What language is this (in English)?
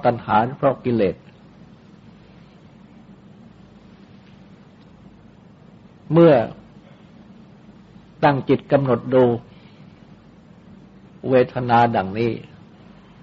Thai